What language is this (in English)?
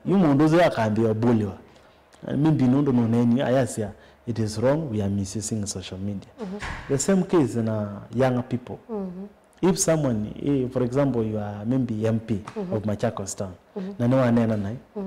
Kamba